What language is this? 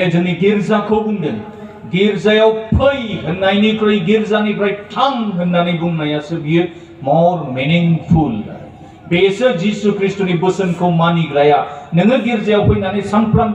Bodo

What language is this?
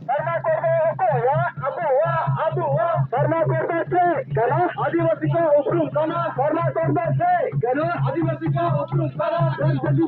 Santali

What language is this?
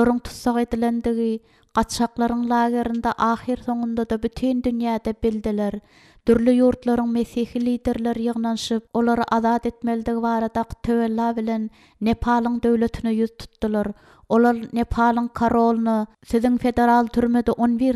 Turkmen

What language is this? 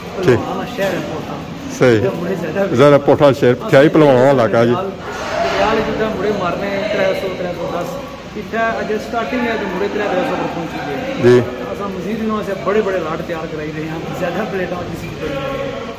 Pahari-Potwari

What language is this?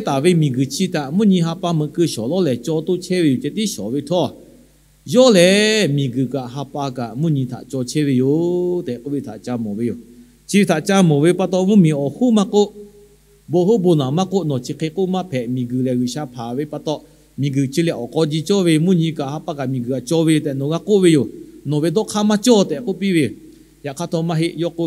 Lahu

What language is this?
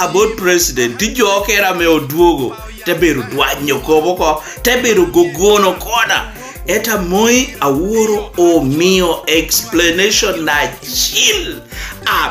Lango (Uganda)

